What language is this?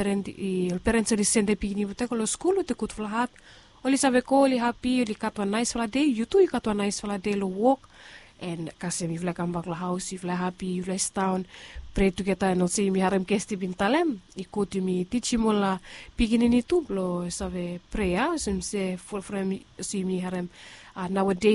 Bislama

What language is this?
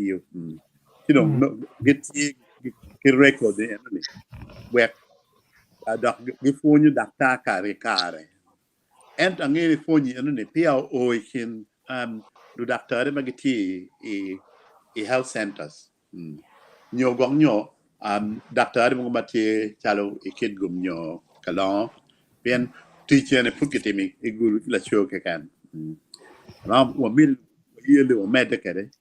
Acoli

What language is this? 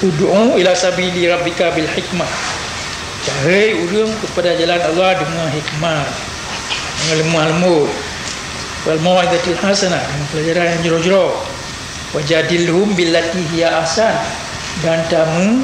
Achinese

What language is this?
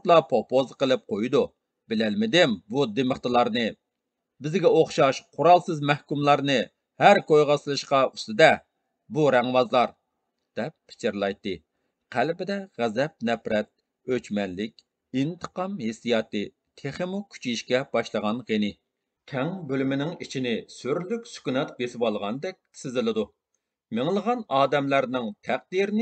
Uyghur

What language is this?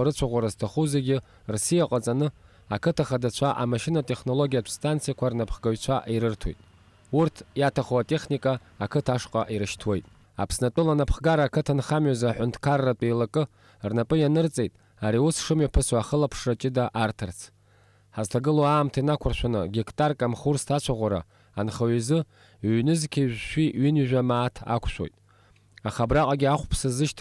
Abkhazian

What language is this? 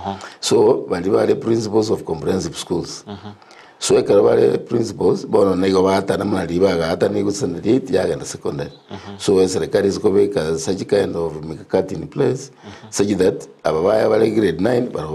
Gusii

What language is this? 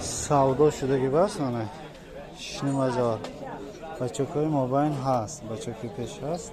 Tajik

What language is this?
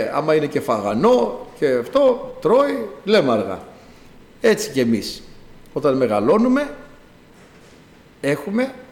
Greek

